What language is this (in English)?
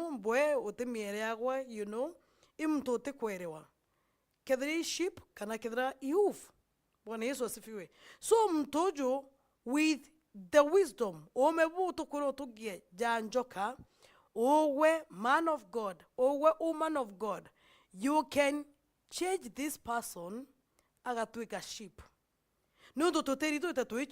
Meru